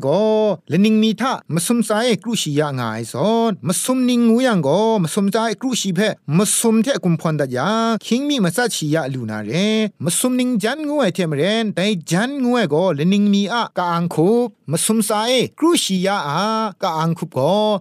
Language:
Thai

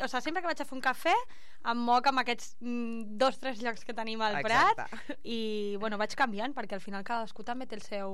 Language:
Catalan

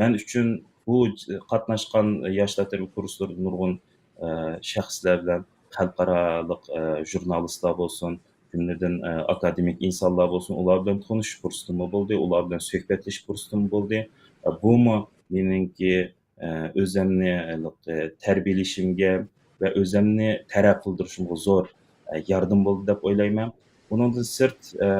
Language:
Uyghur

